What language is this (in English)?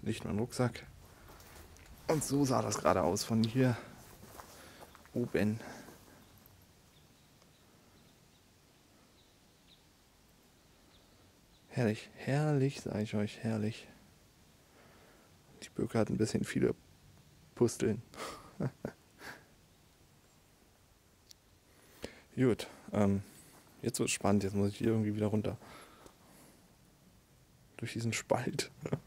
German